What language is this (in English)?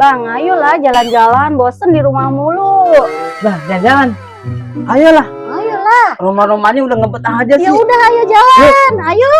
Betawi